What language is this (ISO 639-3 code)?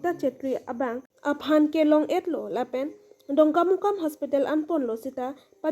mjw